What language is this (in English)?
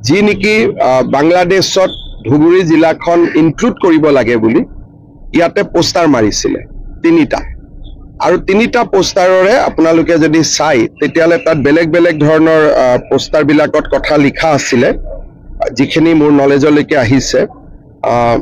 Assamese